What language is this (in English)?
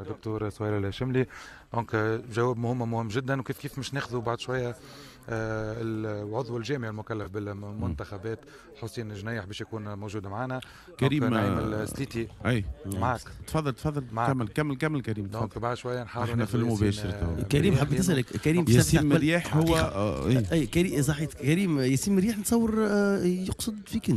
Tunisian Arabic